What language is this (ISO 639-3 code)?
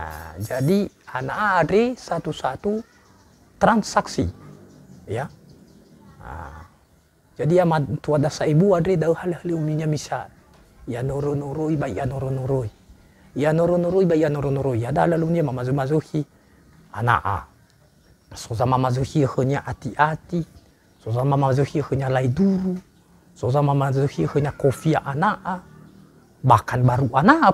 nia